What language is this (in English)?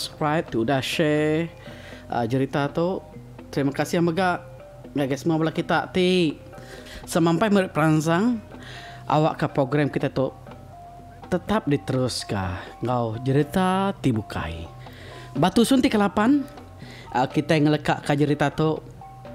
Iban